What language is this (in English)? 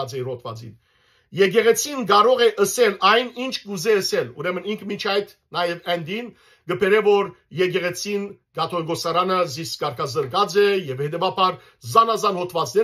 Western Armenian